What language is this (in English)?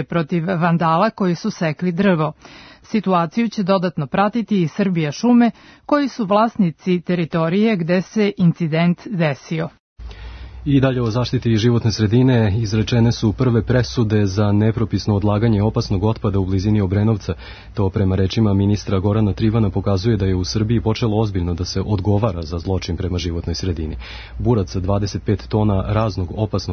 Serbian